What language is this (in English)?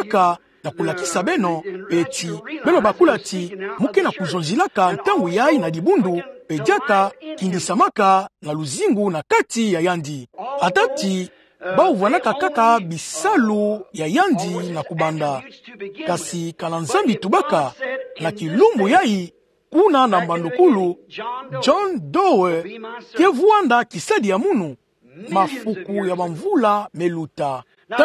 Kituba (Democratic Republic of Congo)